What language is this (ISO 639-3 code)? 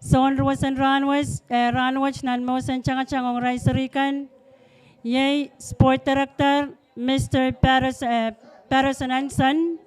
pon